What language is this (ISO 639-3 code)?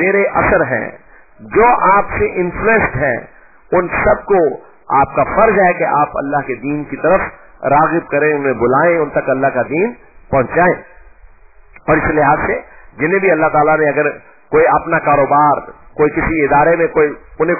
urd